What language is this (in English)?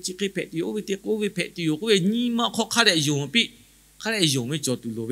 Lahu